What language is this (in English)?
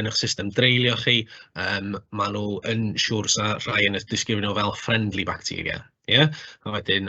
Welsh